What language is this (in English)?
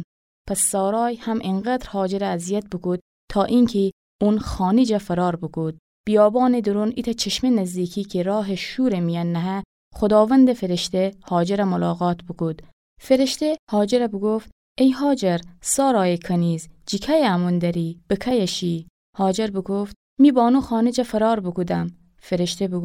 Gilaki